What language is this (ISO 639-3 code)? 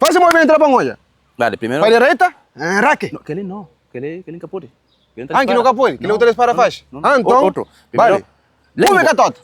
kea